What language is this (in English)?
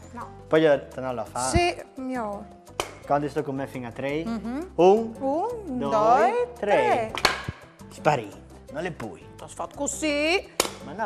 Friulian